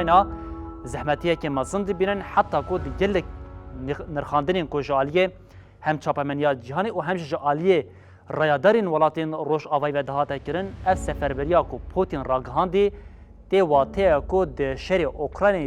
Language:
Kurdish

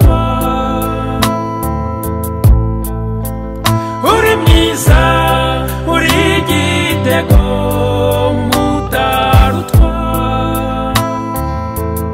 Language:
Kinyarwanda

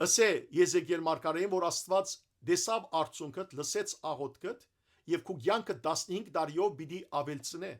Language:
Western Armenian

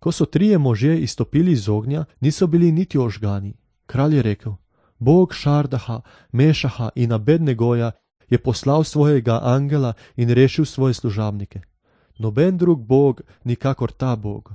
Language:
Slovenian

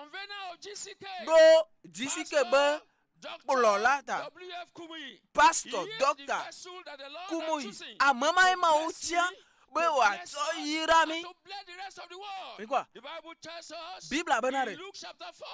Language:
Ewe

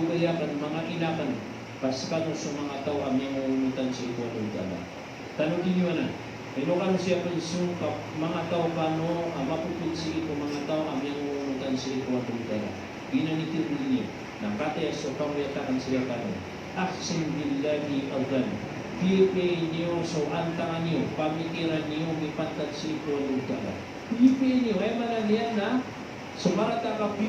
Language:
Maranao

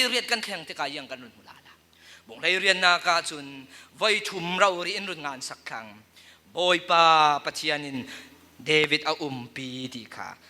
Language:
Falam Chin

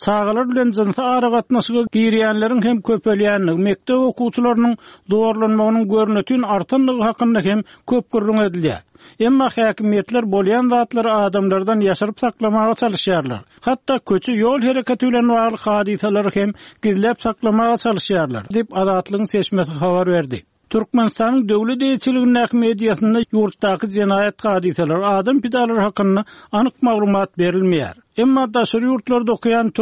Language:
Turkmen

